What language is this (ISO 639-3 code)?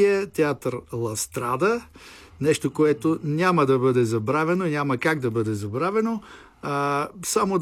bul